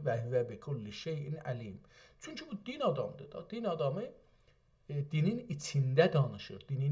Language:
South Azerbaijani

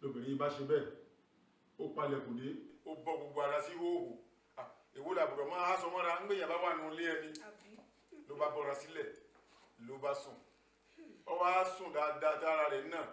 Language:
Yoruba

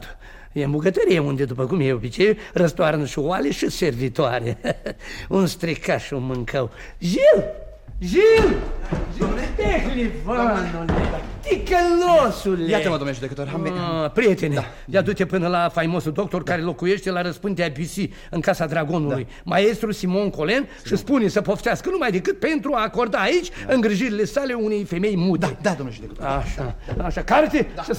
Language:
Romanian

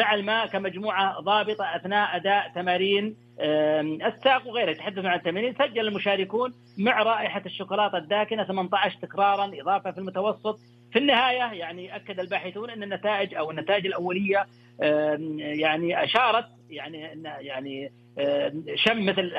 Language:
Arabic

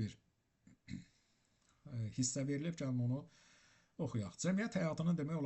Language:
Azerbaijani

